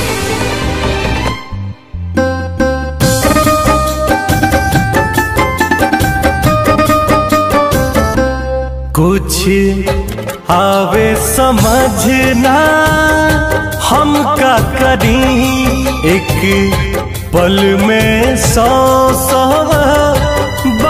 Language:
Bhojpuri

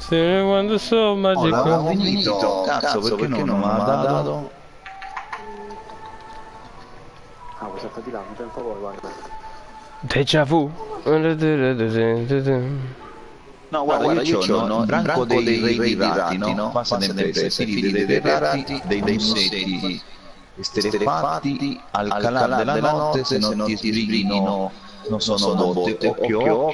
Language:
Italian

